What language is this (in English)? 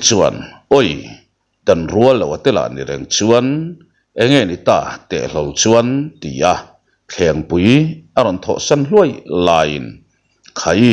Mizo